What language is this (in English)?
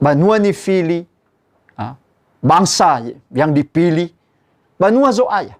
Nias